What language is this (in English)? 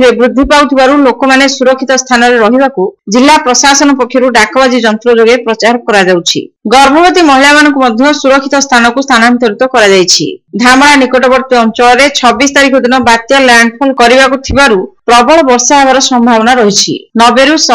Odia